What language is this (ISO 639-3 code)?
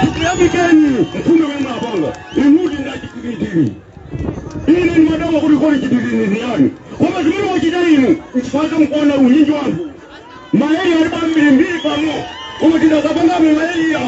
nya